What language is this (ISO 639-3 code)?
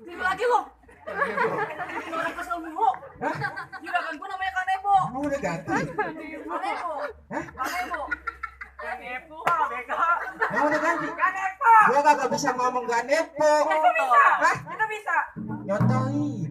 bew